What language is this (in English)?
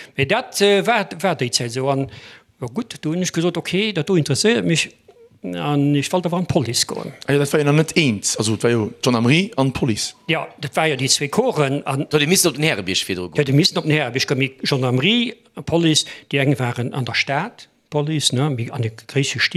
Luxembourgish